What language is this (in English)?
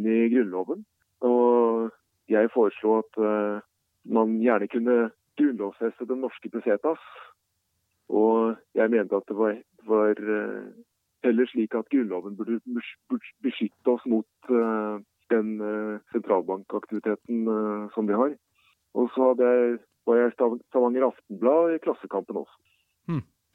Norwegian